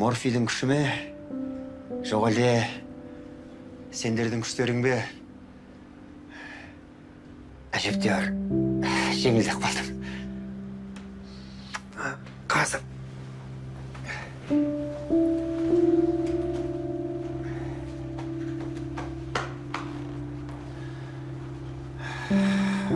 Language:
Kazakh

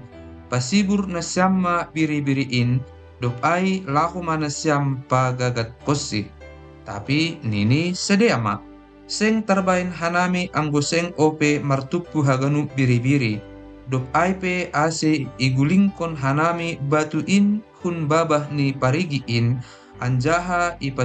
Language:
Batak Simalungun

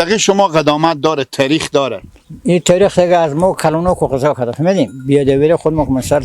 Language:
Persian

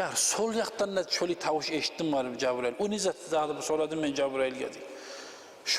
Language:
Kumyk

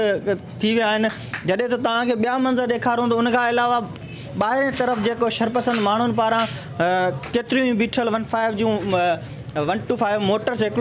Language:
Sindhi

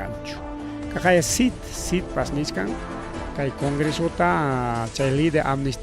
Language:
Ayacucho Quechua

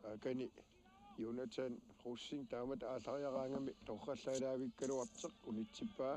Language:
Kalaallisut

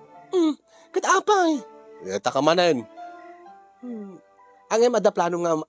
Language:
Iloko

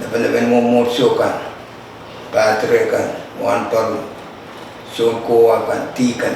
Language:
Pohnpeian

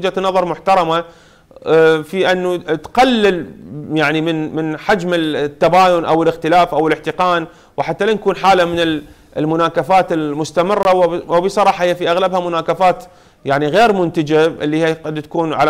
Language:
Arabic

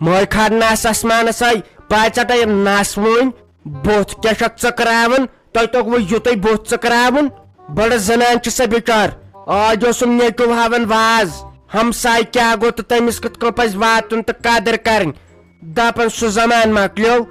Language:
Kashmiri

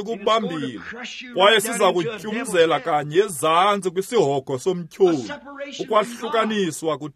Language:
Xhosa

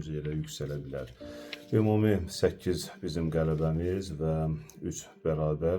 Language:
Azerbaijani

